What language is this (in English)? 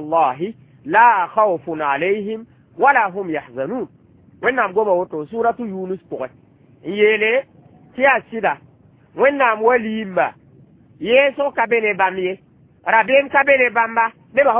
Mossi